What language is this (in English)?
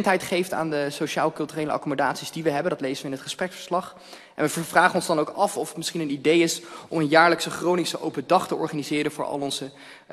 Dutch